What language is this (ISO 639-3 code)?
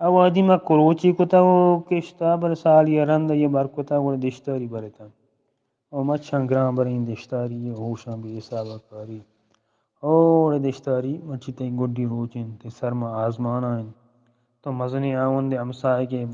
bgp